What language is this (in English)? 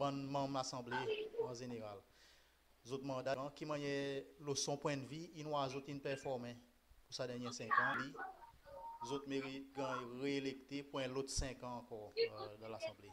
Seselwa Creole French